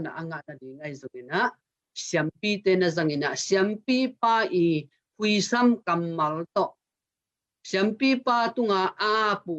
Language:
Tedim Chin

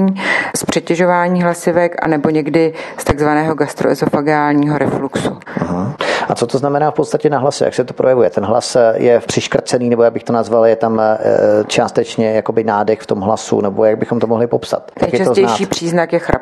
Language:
Czech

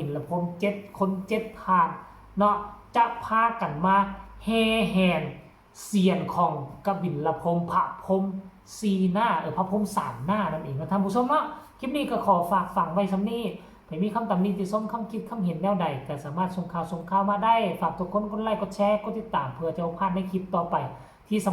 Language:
Northeastern Thai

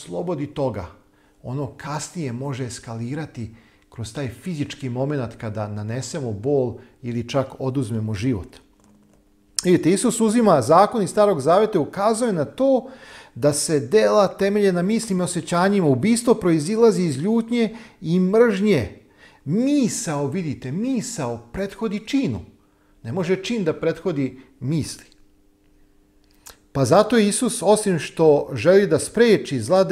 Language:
Serbian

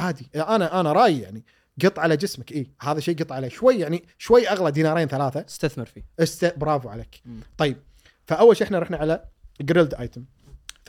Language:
Gulf Arabic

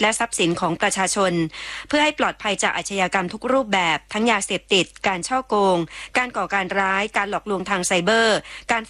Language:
Thai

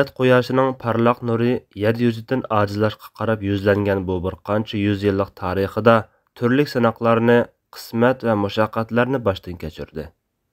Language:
Uyghur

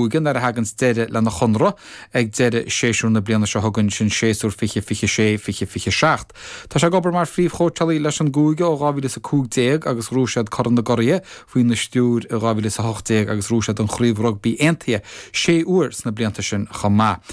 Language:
Irish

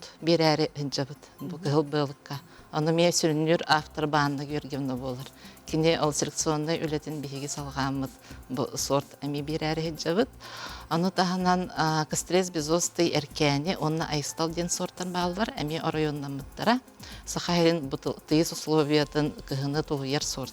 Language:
Yakut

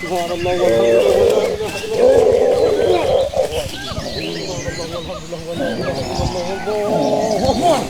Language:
Achinese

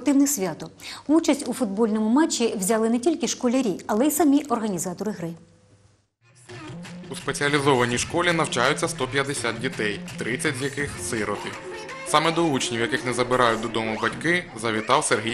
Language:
Ukrainian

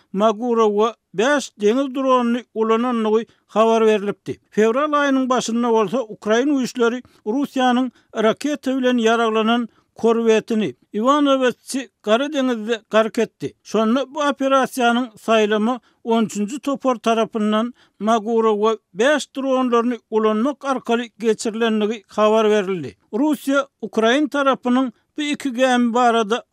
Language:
Turkmen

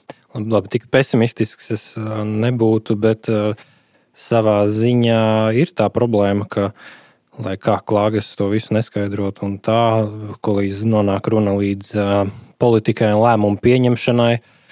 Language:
Latvian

